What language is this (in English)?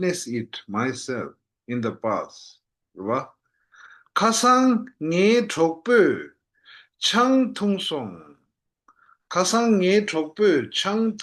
Tibetan